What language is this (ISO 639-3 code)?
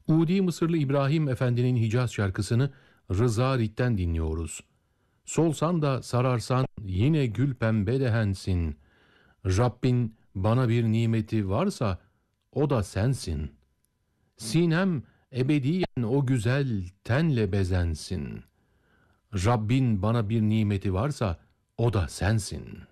tur